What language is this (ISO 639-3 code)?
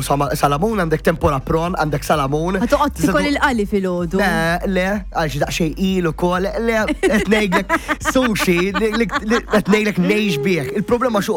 mlt